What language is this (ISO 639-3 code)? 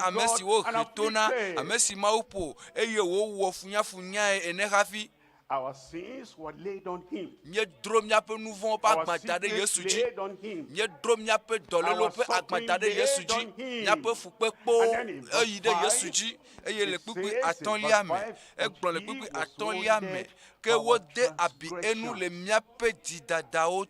ewe